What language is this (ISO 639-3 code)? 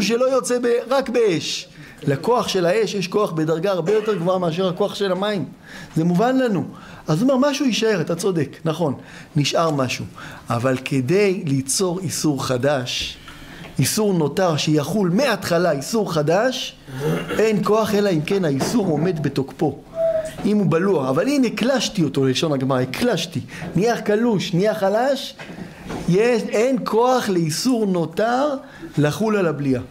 heb